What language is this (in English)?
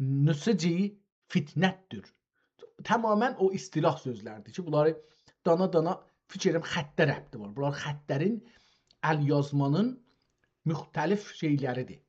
South Azerbaijani